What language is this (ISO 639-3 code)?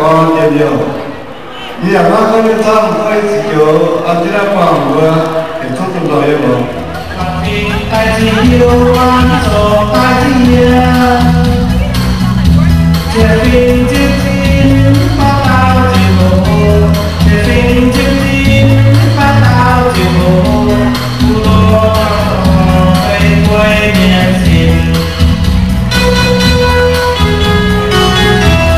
vie